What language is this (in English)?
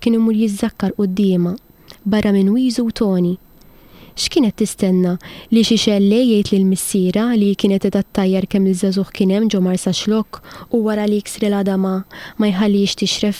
Maltese